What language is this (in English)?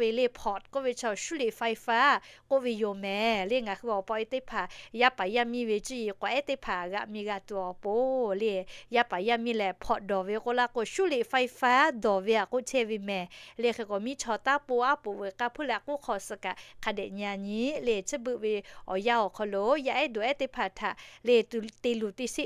Lahu